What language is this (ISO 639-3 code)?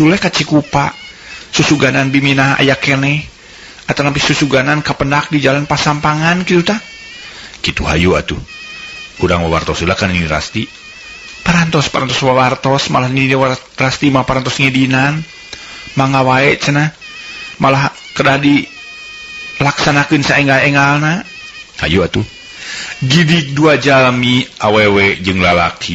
sun